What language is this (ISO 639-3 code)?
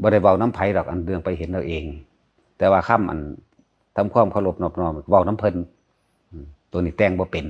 tts